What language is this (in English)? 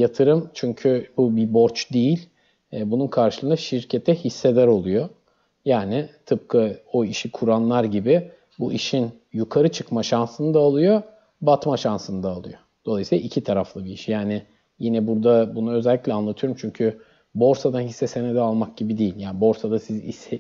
Turkish